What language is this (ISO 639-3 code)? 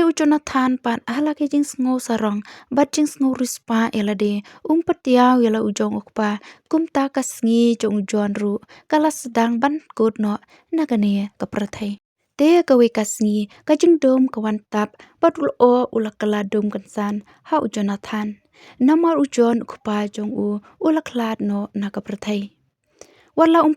kha